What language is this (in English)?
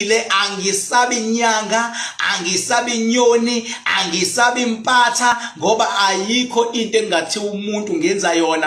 Zulu